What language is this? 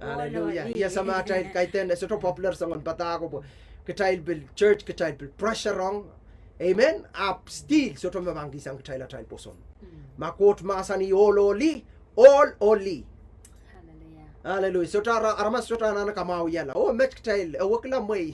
Pohnpeian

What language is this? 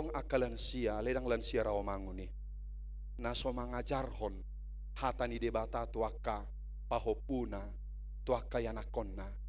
Batak Toba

